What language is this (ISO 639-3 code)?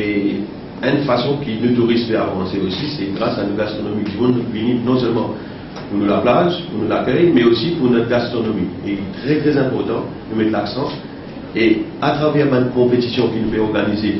mfe